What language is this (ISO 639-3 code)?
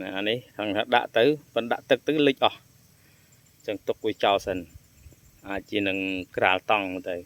khm